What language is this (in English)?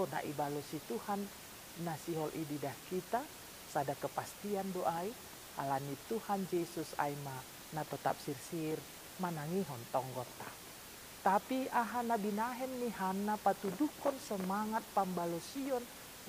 Batak Simalungun